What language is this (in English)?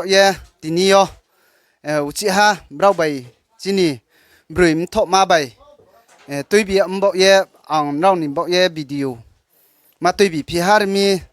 Riang (India)